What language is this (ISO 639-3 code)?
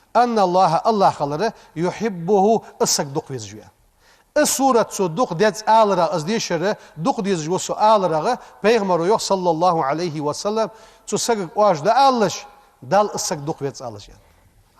inh